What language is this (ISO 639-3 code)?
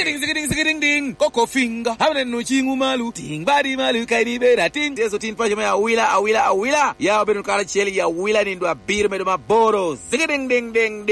laj